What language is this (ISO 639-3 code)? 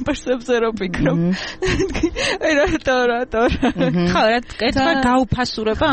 kat